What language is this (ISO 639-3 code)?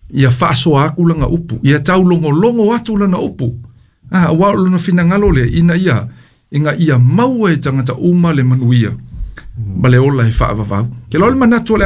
smo